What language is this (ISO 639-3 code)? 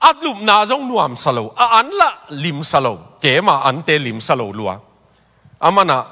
ctd